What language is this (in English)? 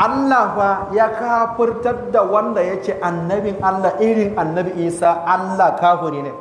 Hausa